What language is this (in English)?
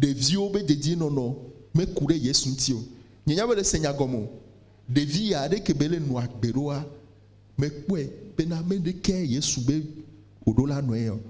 Ewe